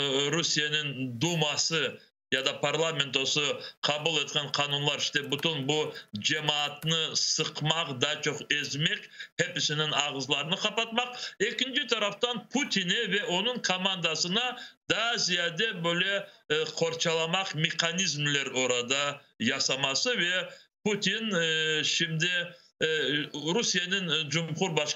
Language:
Crimean Tatar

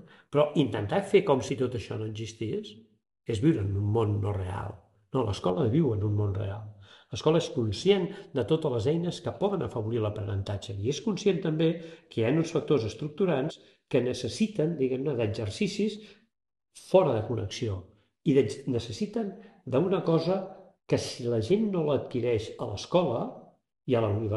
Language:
Catalan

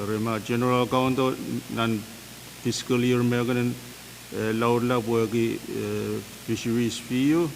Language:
Pohnpeian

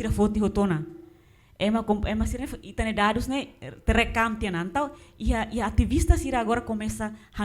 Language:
Tetum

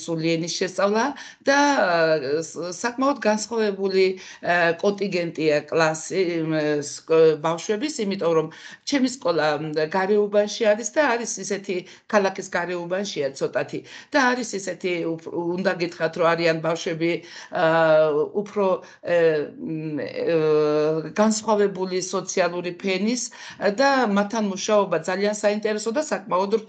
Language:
Georgian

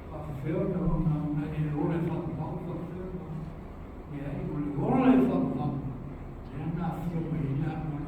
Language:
Samoan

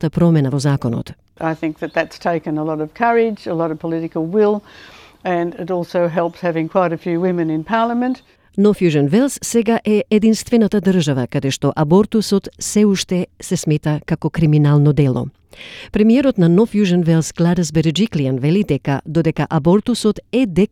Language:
Macedonian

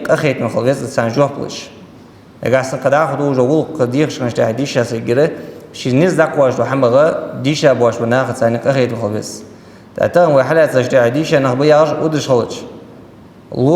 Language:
Ingush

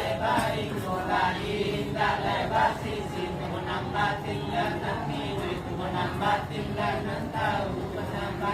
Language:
Minangkabau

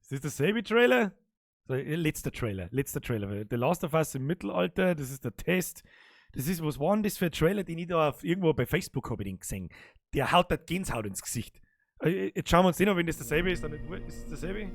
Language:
Bavarian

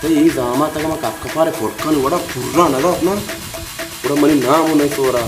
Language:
Baluchi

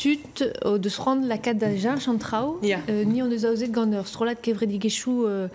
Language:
Breton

